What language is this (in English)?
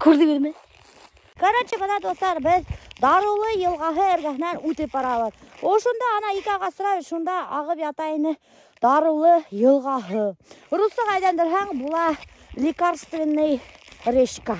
Bashkir